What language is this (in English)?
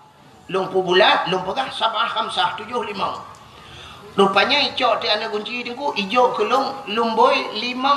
Achinese